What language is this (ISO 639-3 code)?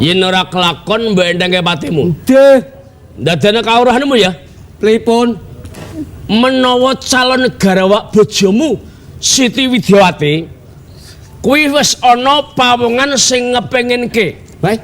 jav